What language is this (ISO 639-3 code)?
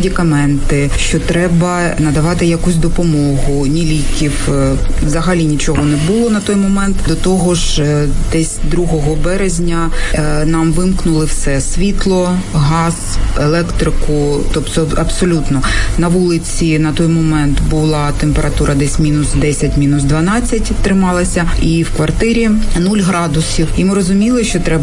ukr